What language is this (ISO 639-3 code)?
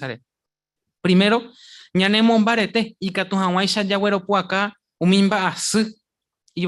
grn